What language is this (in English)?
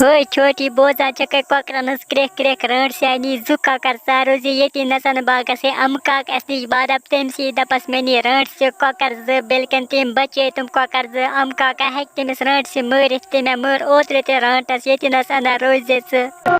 Kashmiri